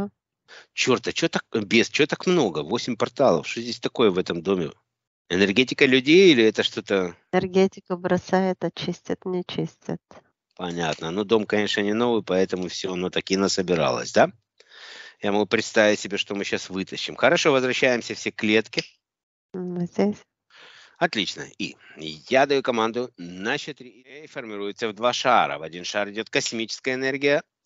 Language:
Russian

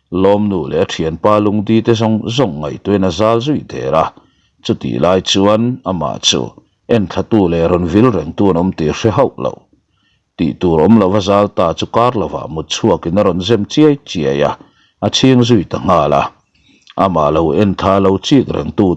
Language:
Mizo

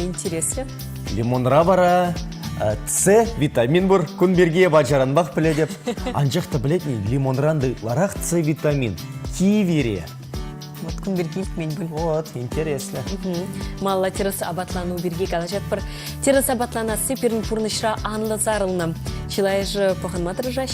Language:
Chuvash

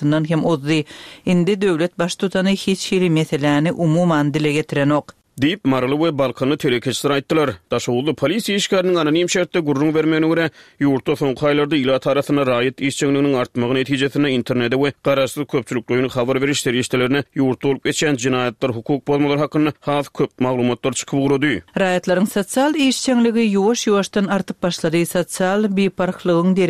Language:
Turkmen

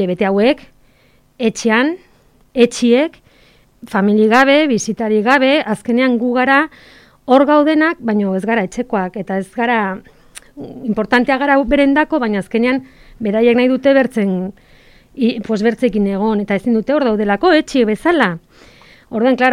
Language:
Basque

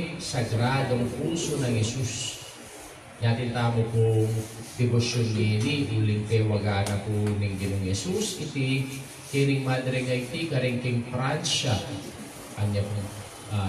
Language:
Pampanga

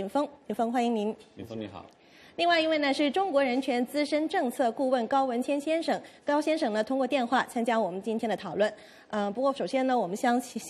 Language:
Chinese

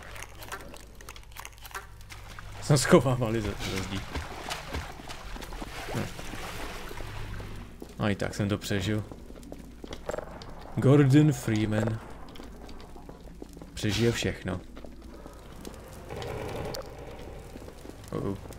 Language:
Czech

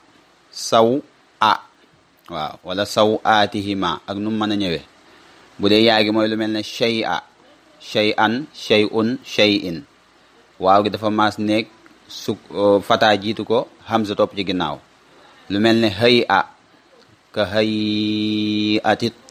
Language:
Wolof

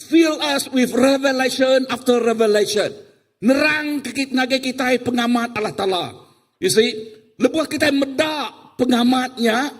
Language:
Iban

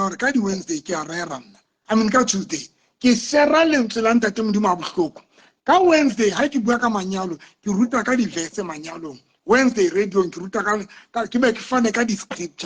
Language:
Southern Sotho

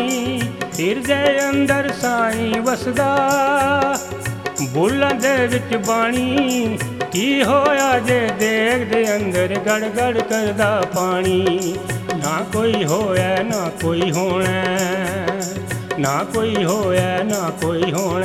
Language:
Punjabi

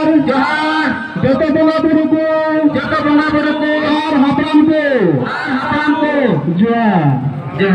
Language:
Santali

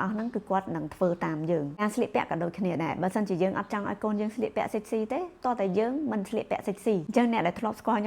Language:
Khmer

